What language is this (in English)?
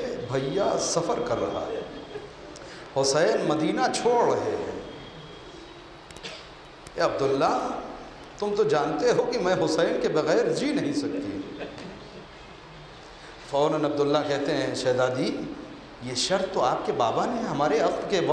Urdu